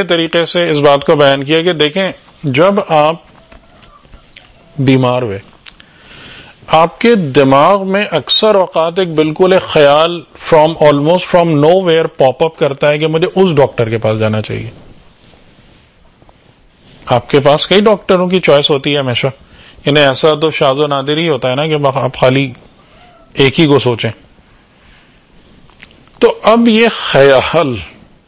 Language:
Urdu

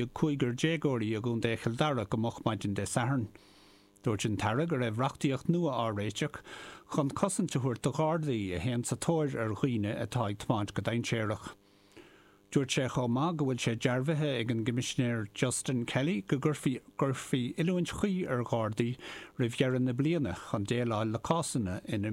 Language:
Irish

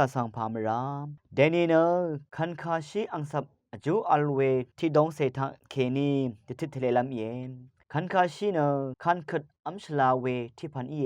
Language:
Rawang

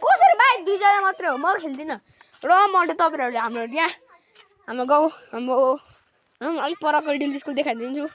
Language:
Nepali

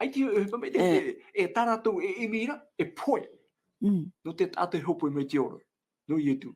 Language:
Tahitian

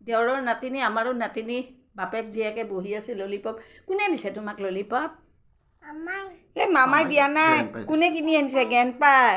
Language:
Assamese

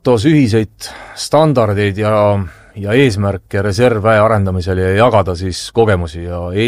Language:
Estonian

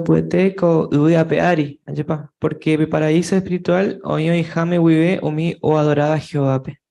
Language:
Guarani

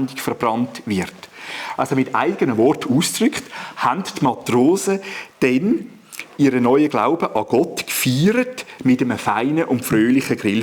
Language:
Swiss German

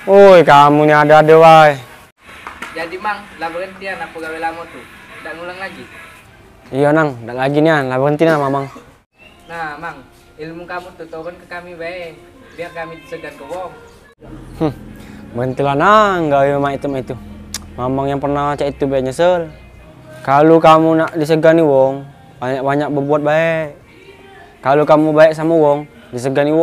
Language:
Musi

